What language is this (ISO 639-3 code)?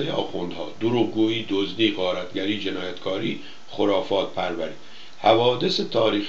fas